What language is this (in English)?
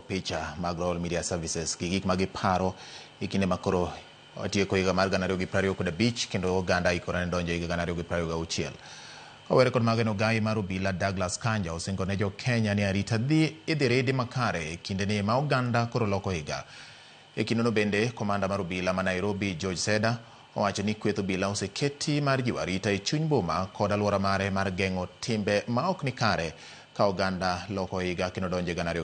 Luo (Kenya and Tanzania)